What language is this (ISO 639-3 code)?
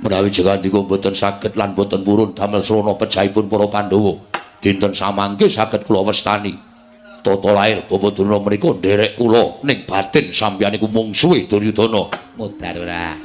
jav